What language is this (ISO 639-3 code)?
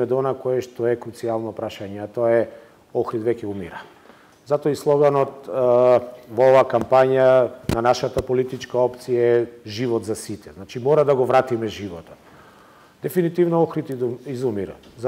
mkd